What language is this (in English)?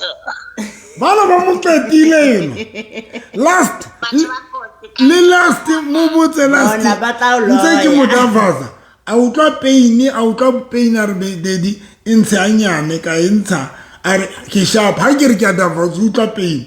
Southern Sotho